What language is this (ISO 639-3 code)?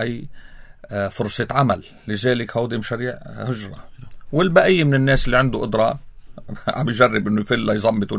apc